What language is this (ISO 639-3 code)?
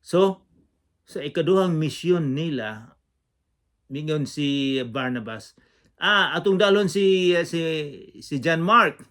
ceb